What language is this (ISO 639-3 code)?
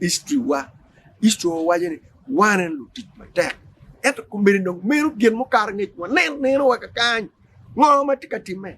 ach